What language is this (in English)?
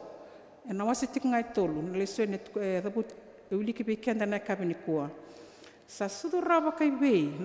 Fijian